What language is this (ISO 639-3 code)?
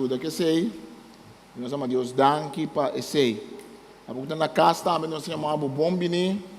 pap